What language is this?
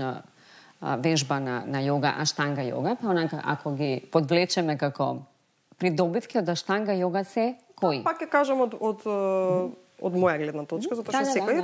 Macedonian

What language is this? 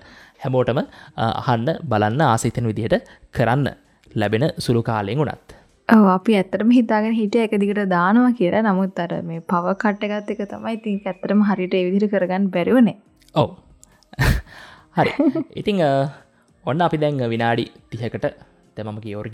Sinhala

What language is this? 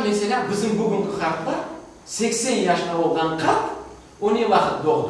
Crimean Tatar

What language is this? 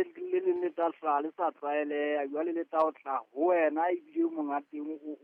Southern Sotho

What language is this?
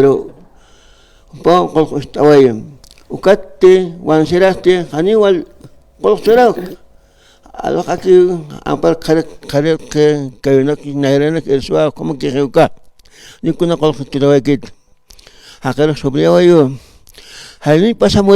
Aymara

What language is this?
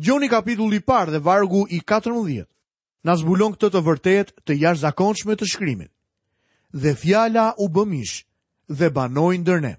Albanian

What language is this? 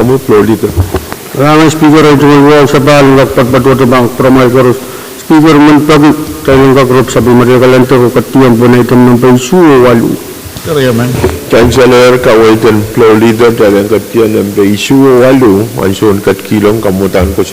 Pohnpeian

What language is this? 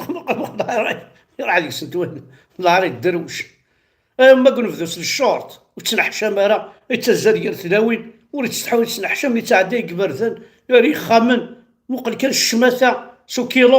Kabyle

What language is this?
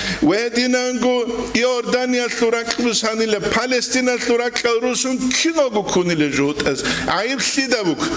Avaric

